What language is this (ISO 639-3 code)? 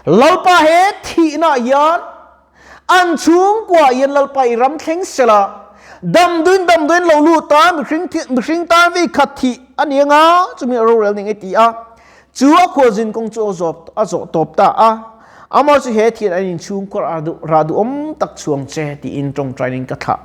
lus